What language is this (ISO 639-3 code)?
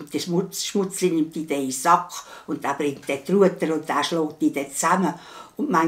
gsw